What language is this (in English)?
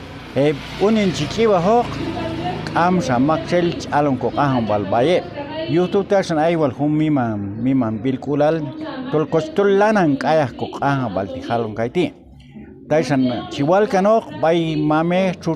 Q'anjob'al